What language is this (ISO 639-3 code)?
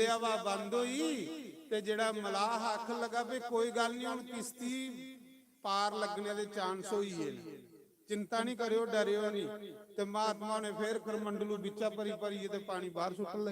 doi